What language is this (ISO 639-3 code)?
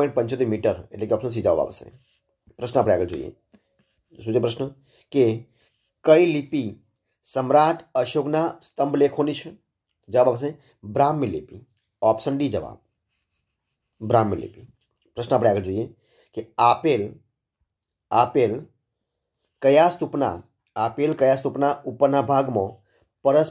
guj